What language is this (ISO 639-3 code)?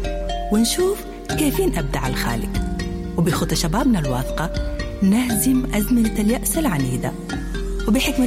apd